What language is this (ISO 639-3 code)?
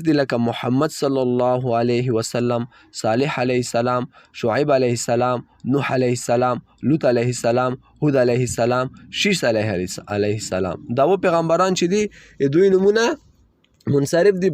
pus